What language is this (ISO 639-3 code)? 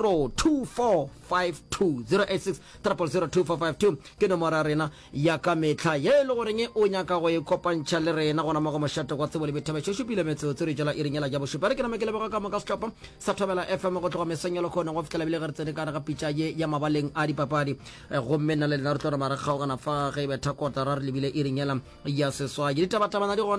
nso